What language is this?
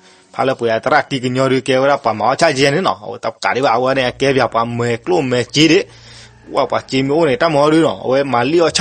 S'gaw Karen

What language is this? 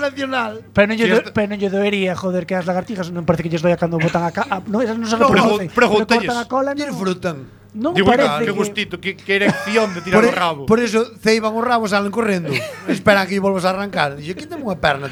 Galician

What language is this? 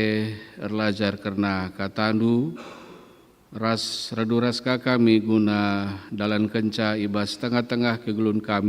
Batak Karo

